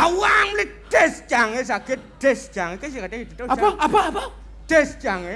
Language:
Balinese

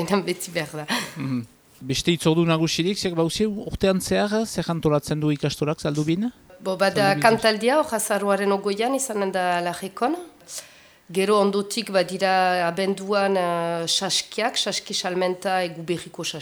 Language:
Basque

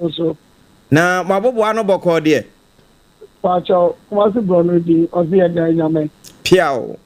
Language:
Akan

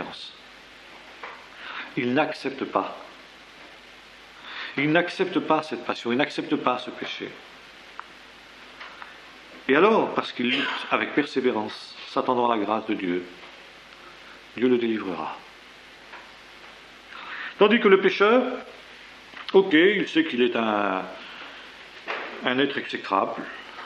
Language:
French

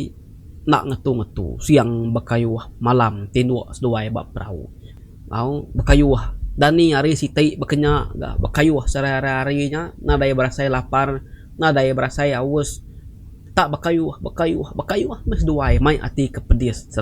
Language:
Iban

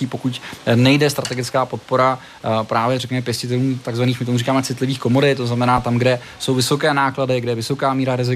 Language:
Czech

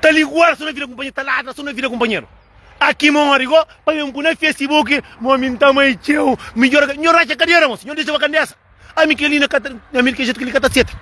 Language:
Kabuverdianu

